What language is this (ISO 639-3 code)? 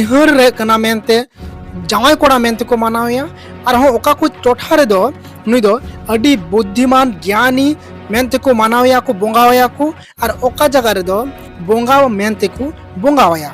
sat